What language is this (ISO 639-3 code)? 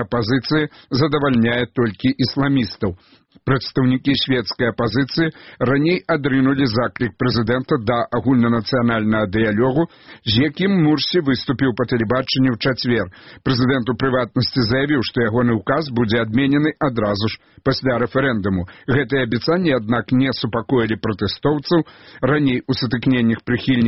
bel